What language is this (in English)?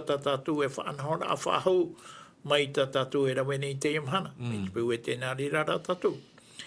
Tahitian